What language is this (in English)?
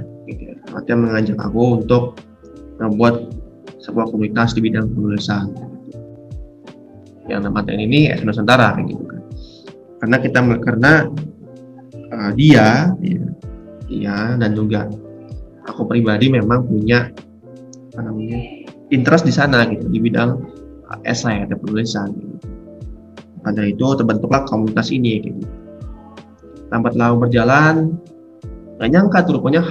Indonesian